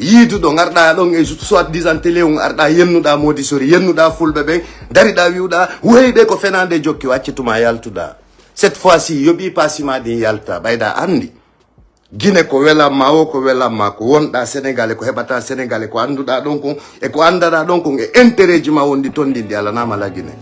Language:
Fula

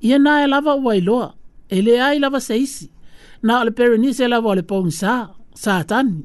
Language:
Samoan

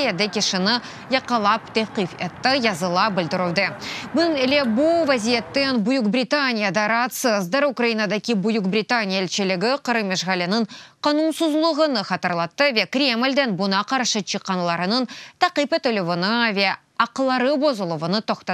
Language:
Crimean Tatar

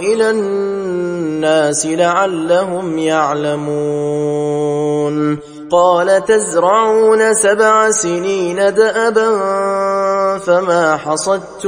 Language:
Arabic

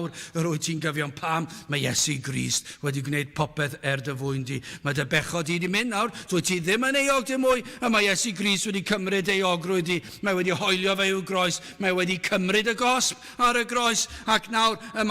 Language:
Welsh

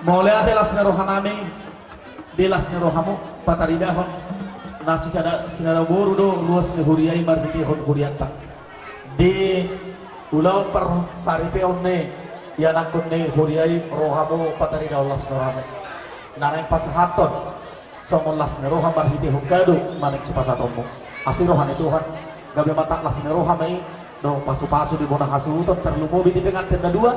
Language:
Batak Toba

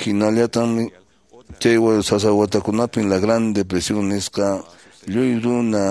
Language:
Quechua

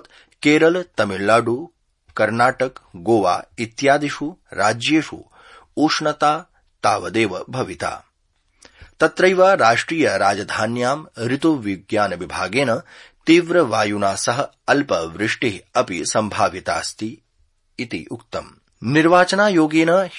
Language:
Sanskrit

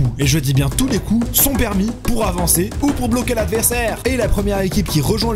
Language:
French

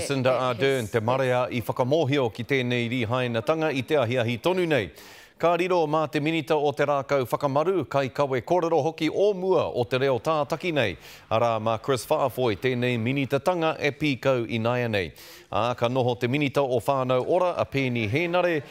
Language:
Māori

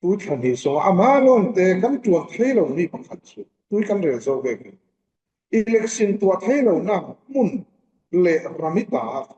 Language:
Falam Chin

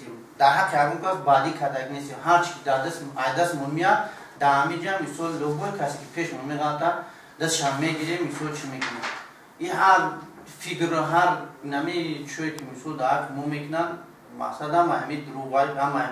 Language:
Tajik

